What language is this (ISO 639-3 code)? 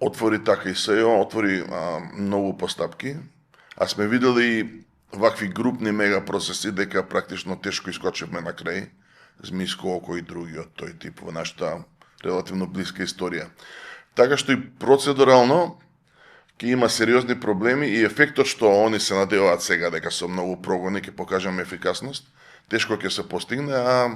mkd